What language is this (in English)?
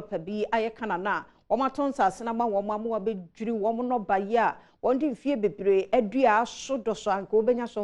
Akan